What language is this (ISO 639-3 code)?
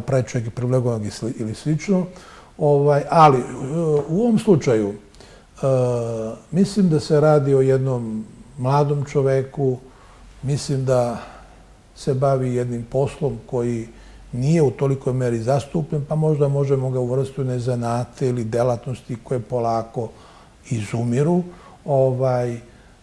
srp